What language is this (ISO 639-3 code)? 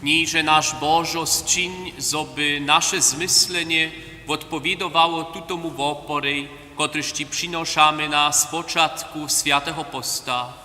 hsb